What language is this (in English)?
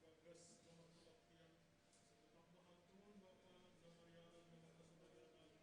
Batak Simalungun